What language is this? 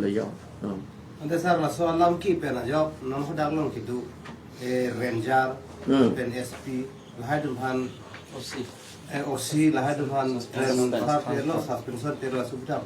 Karbi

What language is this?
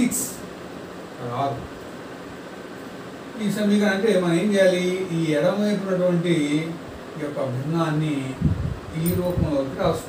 Telugu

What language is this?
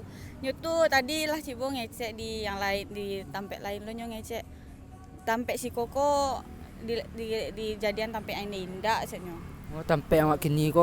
Minangkabau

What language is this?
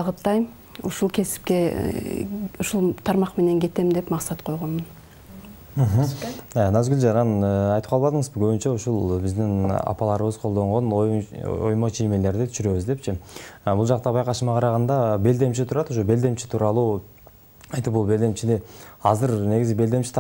Kyrgyz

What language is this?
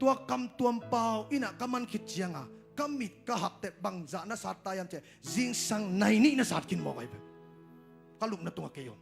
Tedim Chin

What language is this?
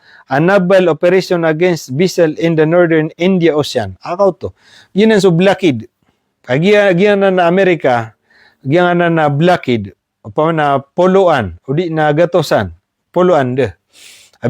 Maranao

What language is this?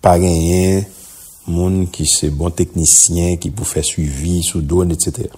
Haitian Creole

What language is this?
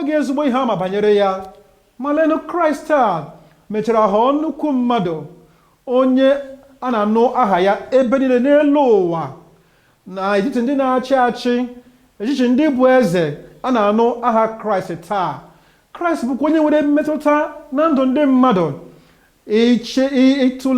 Igbo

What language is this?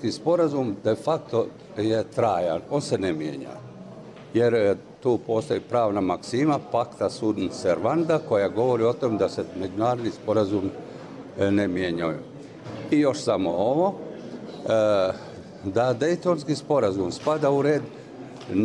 Bosnian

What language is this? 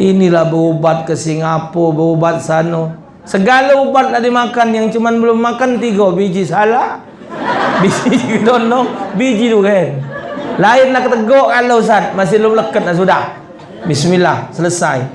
Musi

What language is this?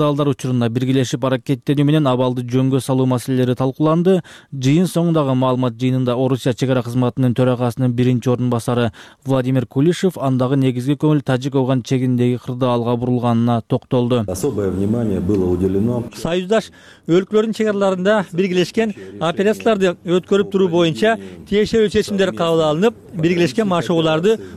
Kyrgyz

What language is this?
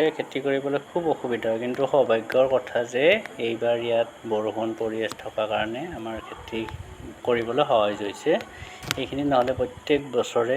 Assamese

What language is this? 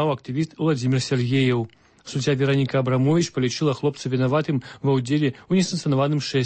Belarusian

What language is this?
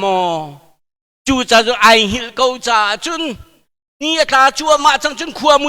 Hakha Chin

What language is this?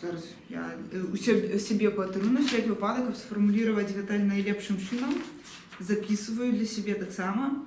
Belarusian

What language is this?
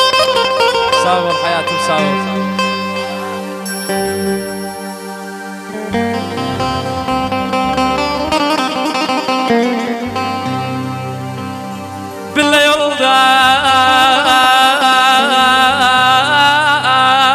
Turkish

